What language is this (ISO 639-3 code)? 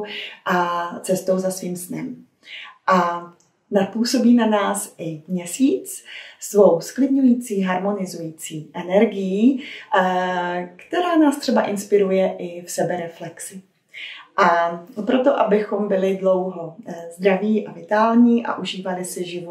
ces